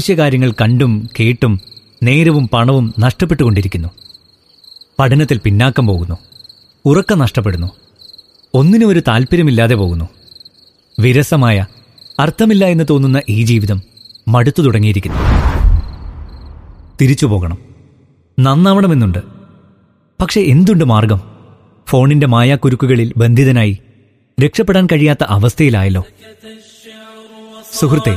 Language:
Malayalam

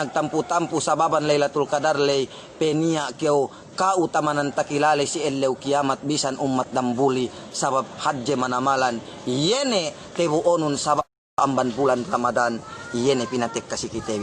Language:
Yakan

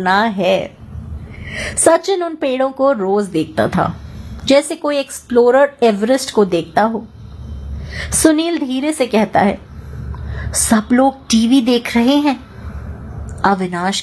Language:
Hindi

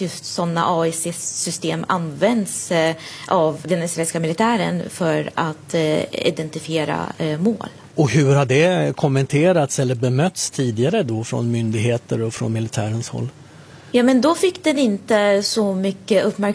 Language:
Swedish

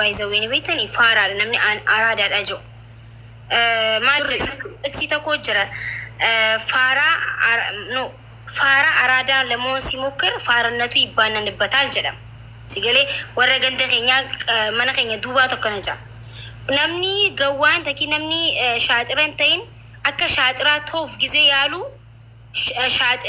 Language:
Oromo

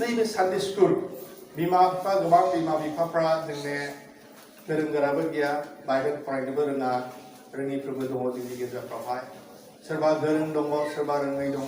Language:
Bodo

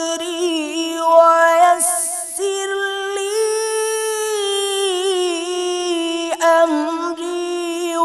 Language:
Malayalam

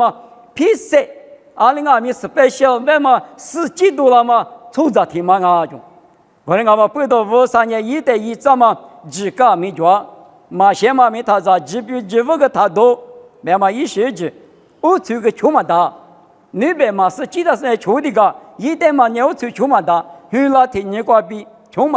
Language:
Lisu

